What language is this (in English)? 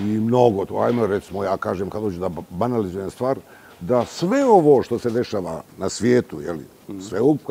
Bosnian